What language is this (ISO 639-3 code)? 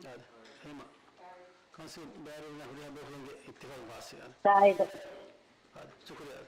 div